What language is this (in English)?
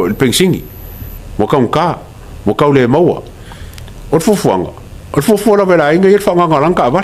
Samoan